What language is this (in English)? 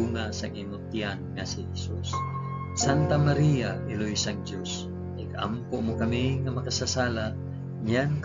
Hiligaynon